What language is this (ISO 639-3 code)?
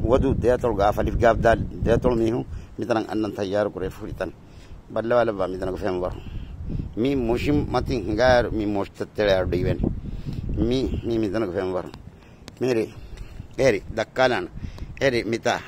div